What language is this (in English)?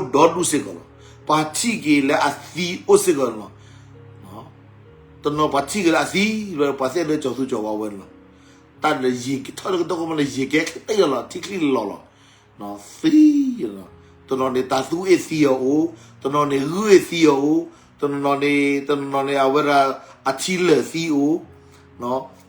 S'gaw Karen